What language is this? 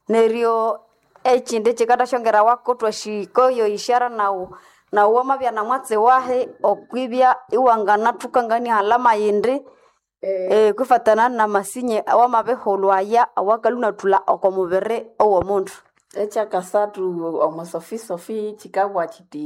Nande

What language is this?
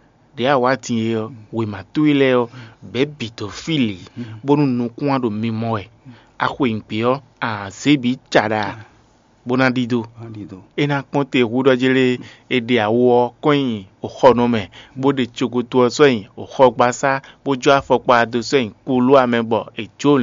Fon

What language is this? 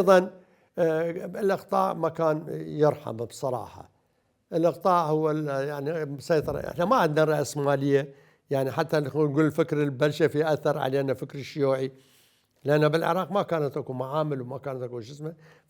Mesopotamian Arabic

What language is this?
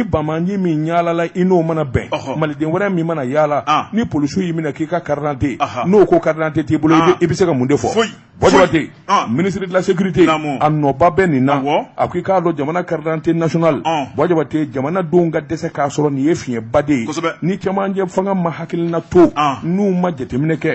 Bambara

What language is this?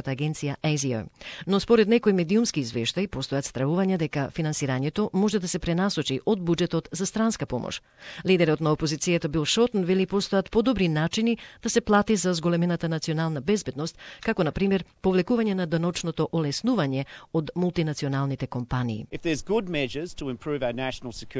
Macedonian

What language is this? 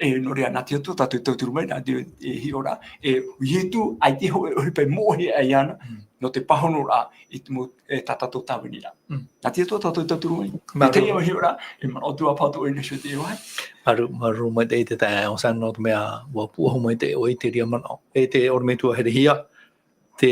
Tahitian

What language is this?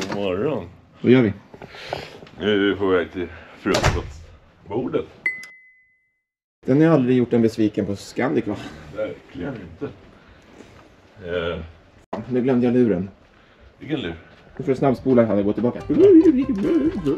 Swedish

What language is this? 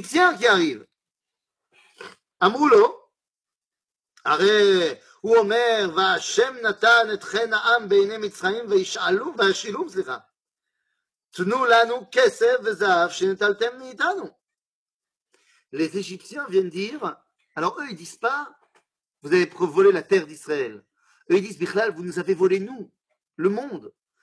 French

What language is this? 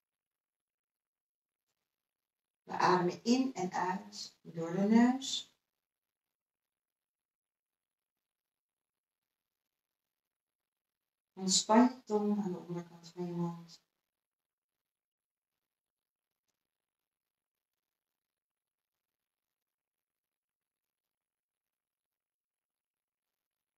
Dutch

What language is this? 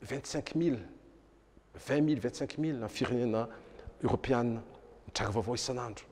Malagasy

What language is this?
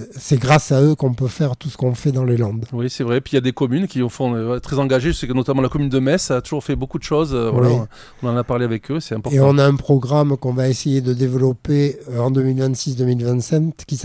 French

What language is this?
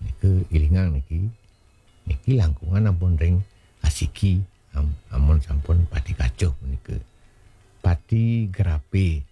Balinese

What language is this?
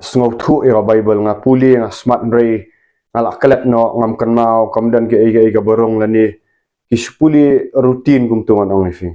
Khasi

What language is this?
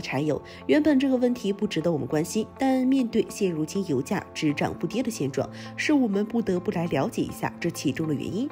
Chinese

